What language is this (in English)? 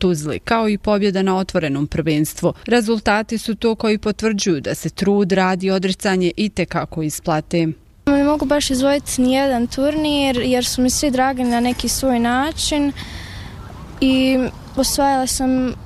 Bosnian